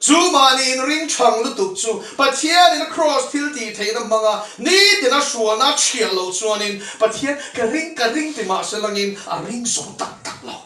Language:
Mizo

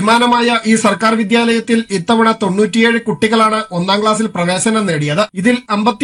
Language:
Malayalam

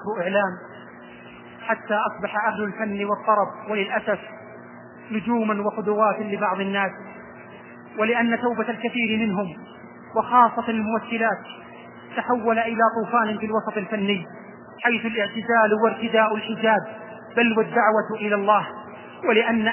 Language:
Arabic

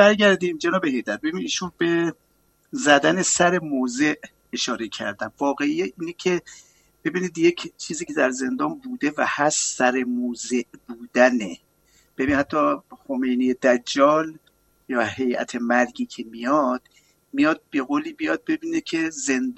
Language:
Persian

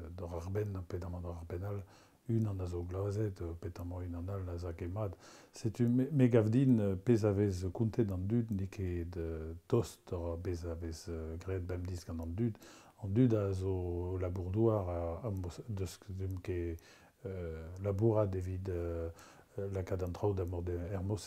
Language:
Breton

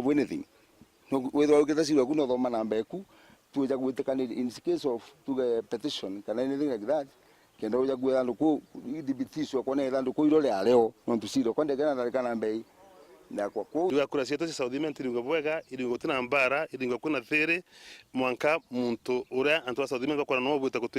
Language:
Meru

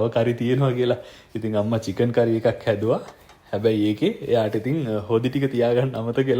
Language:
Sinhala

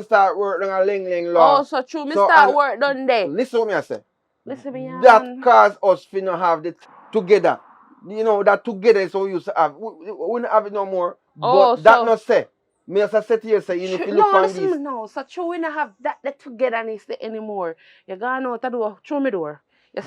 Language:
Jamaican Creole English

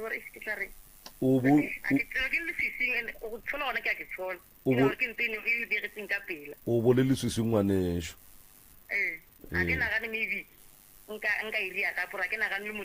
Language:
Northern Sotho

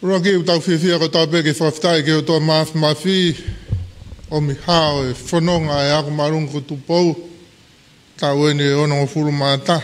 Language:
Tongan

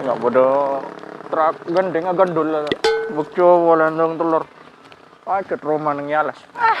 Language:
Madurese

